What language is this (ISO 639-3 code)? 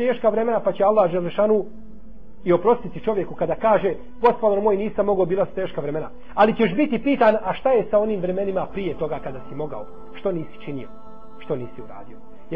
bos